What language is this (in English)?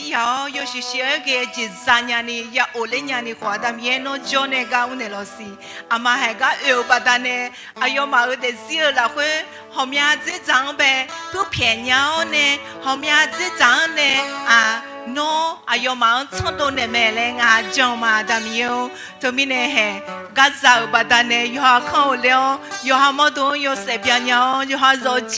Akha